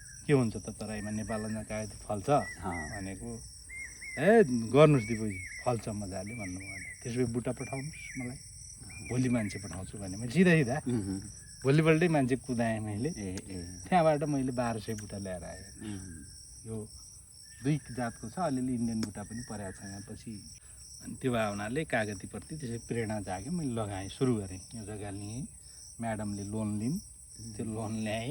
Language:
Nepali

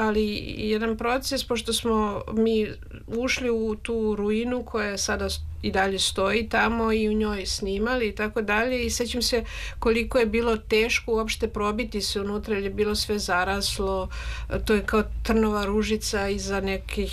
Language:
Serbian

